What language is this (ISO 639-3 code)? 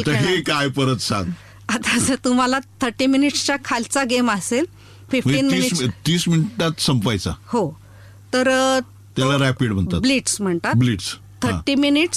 mar